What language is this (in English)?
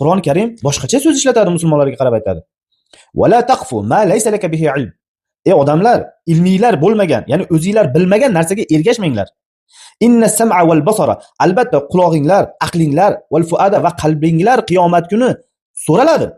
Uzbek